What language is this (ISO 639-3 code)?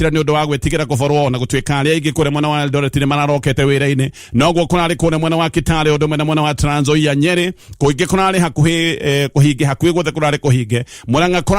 kik